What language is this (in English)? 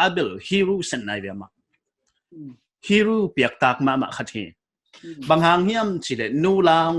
Paite Chin